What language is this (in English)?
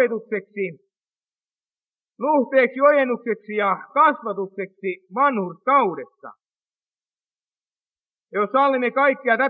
Finnish